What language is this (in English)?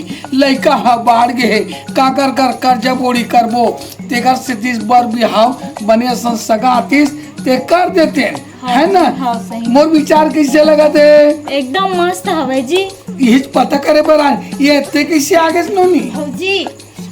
Chhattisgarhi